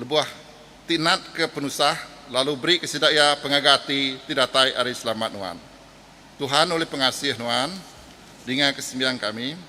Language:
Iban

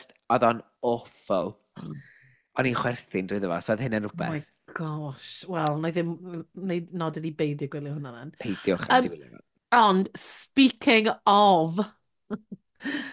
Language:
Welsh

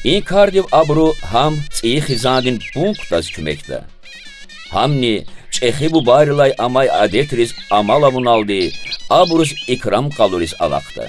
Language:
Lezghian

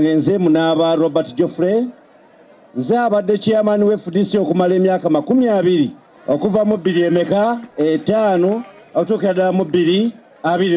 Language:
Ganda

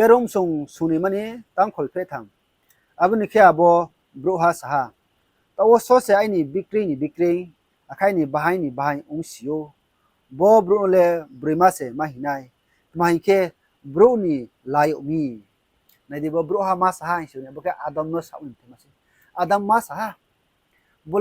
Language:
Riang (India)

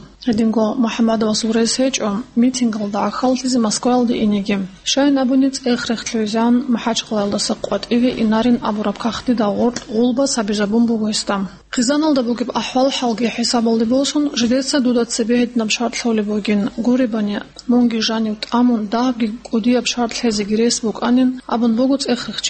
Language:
Avaric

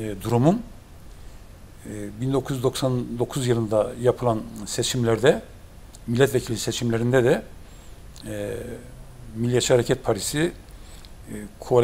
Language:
Turkish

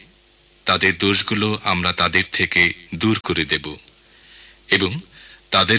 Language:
Bangla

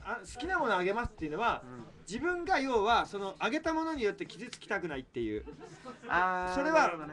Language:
Japanese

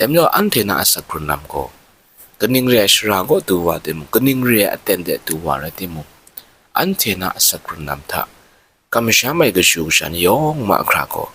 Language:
Kachin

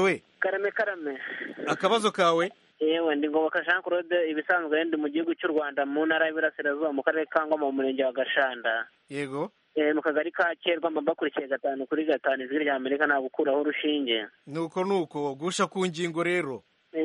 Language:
Kinyarwanda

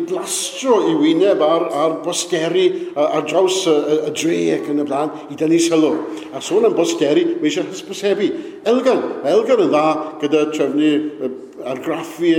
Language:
Welsh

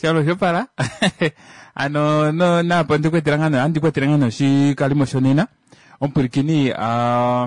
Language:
Kuanyama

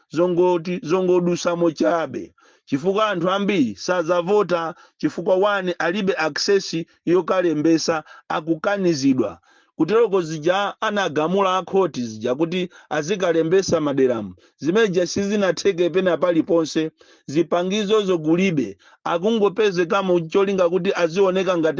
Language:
Nyanja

